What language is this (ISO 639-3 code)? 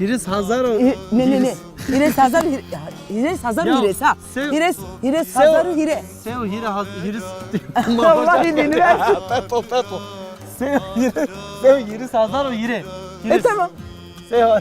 zza